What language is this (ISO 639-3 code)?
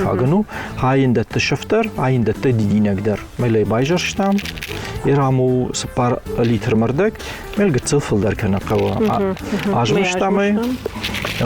oss